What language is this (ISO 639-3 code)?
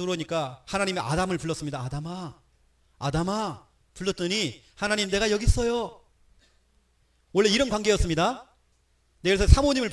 kor